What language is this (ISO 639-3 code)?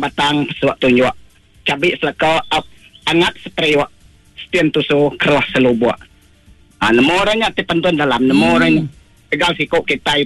iba